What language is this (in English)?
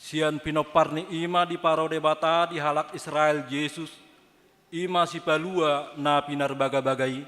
Batak Toba